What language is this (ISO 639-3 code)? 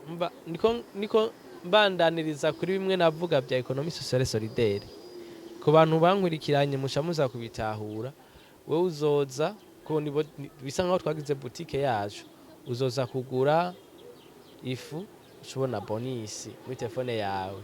run